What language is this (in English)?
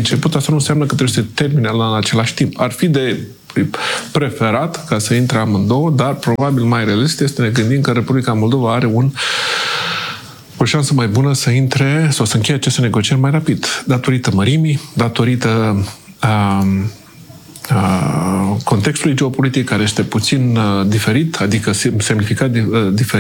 Romanian